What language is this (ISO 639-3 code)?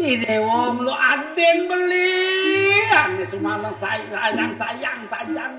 ban